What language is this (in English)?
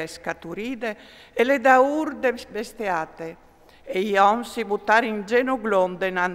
Friulian